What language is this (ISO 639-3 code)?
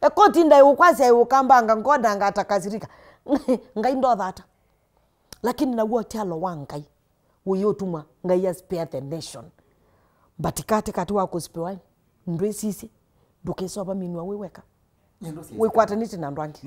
kam